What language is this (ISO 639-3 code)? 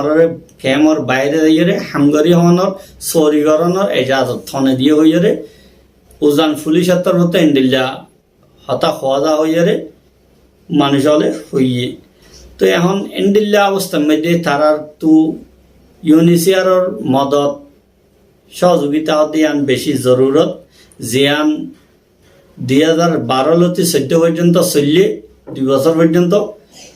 rhg